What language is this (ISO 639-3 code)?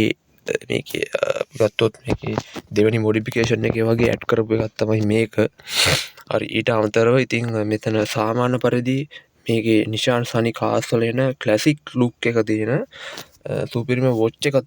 sin